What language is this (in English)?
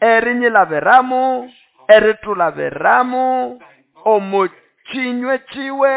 Nande